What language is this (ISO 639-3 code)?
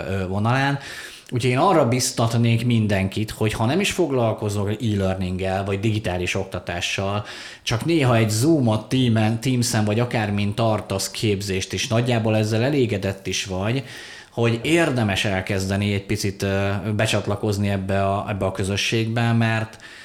hun